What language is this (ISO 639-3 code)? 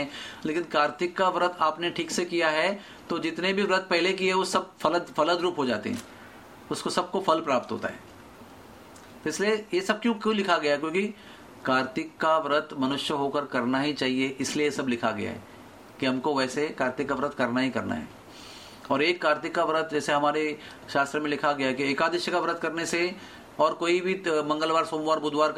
hin